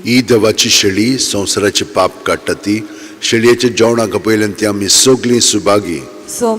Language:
Konkani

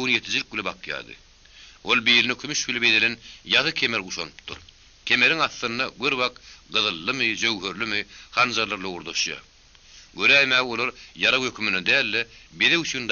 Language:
Turkmen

